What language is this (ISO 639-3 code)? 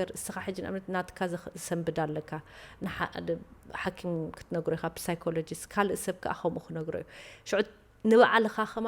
tir